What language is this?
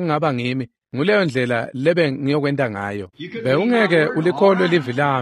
Swati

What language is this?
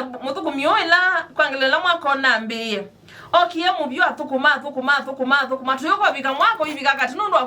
Kamba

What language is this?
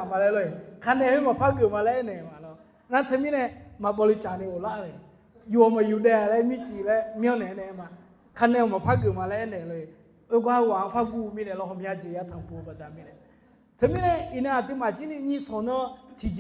Akha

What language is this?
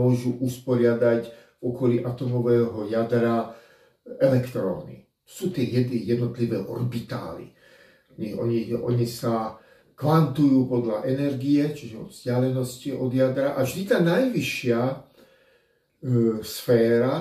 Slovak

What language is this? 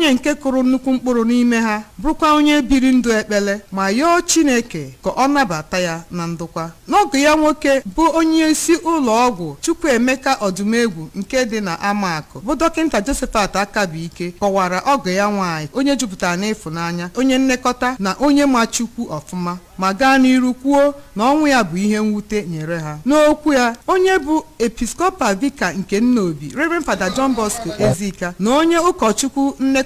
Igbo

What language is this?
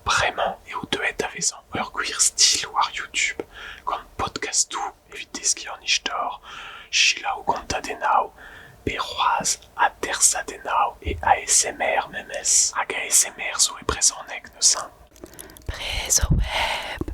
Breton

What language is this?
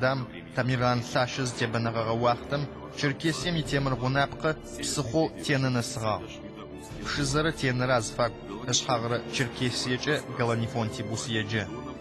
Adyghe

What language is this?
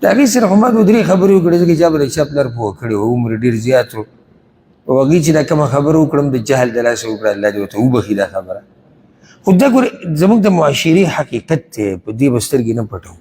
Pashto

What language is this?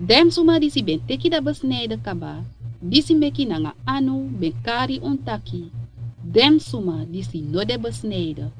Sranan Tongo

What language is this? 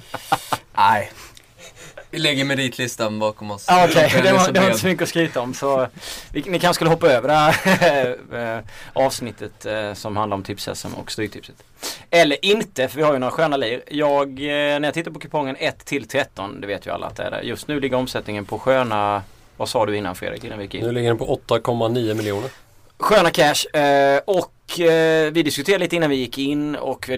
Swedish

